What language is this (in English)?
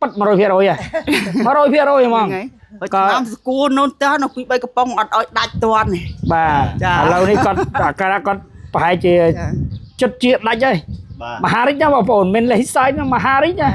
Khmer